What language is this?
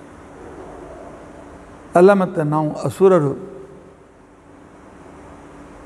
Kannada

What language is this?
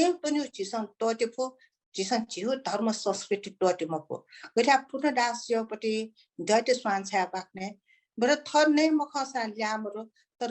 Newari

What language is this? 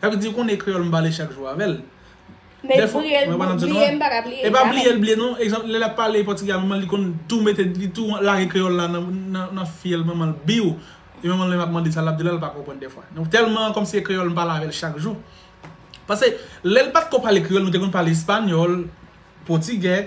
Haitian Creole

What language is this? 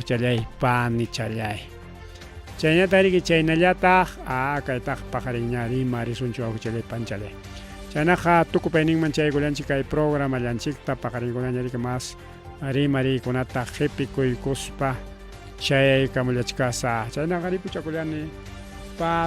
Ayacucho Quechua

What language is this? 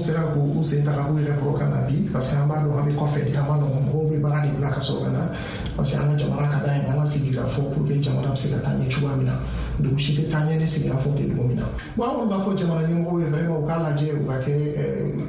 Bambara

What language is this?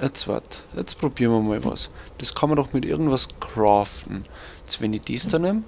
Bavarian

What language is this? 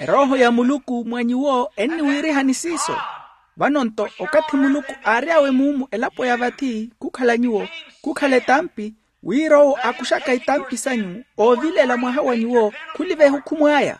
Makhuwa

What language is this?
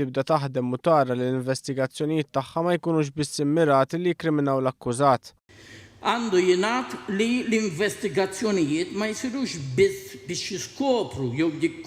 Maltese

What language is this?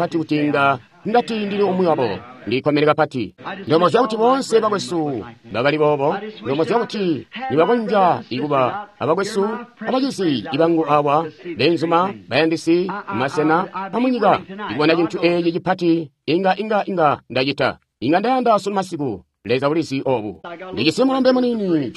Tonga (Zambia)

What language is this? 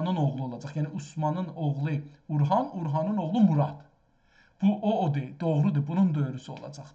South Azerbaijani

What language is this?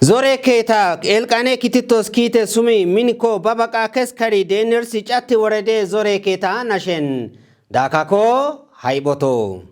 Kafa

